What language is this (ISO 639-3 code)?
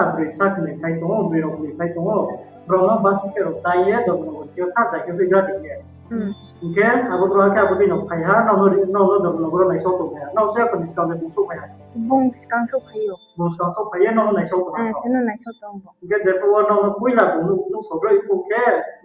ria